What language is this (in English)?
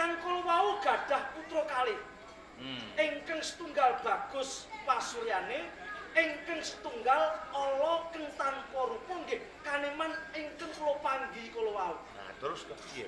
Javanese